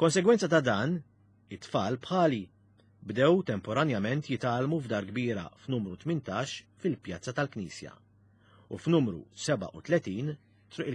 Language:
Maltese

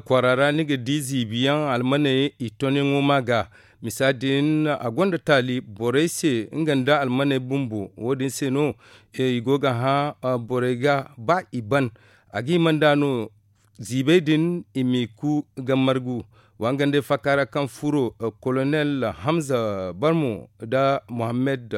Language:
Zarma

